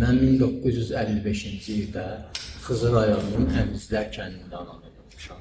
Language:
Azerbaijani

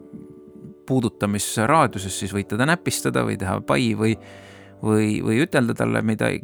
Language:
Estonian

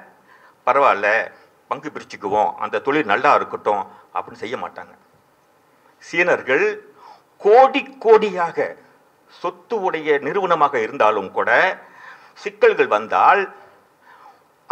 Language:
Tamil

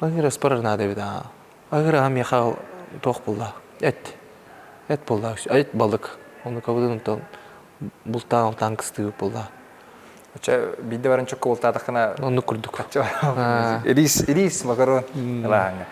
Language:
Yakut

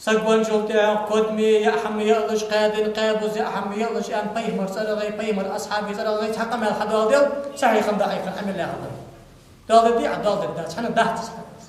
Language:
Ingush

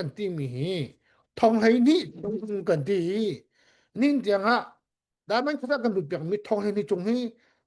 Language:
Hakha Chin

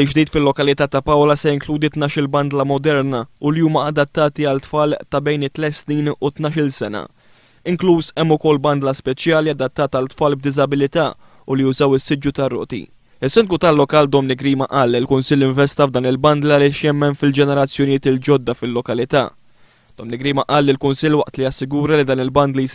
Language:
Maltese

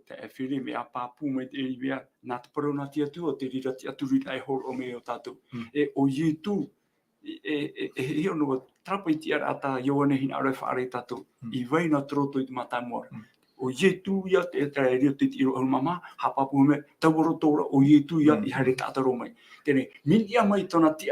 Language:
Tahitian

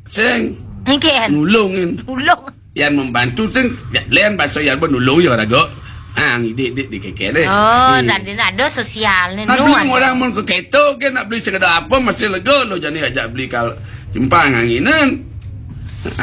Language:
Balinese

